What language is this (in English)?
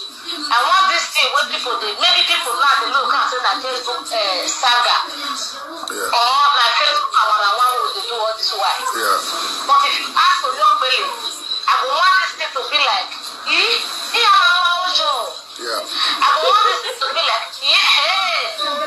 Nigerian Pidgin